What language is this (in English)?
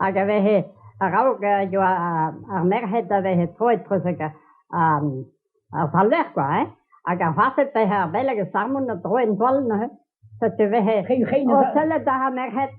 Breton